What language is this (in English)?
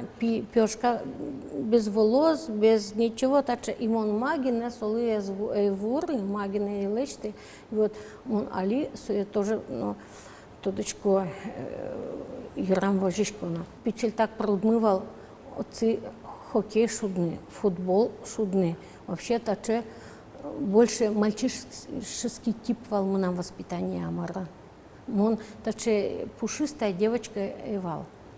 Udmurt